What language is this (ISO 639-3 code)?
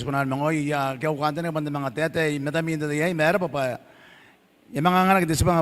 gil